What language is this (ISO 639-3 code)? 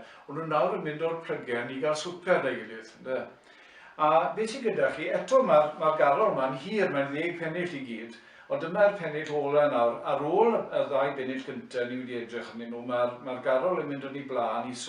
cym